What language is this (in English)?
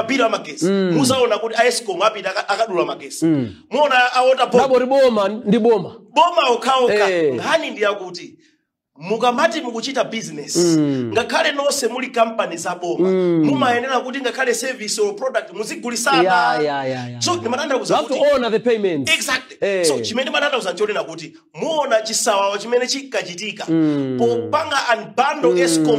Nyanja